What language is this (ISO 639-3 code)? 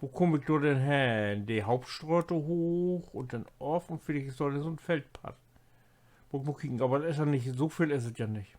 nds